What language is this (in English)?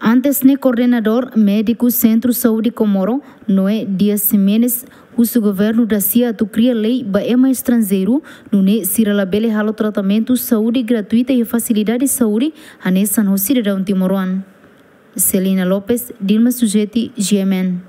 Tetum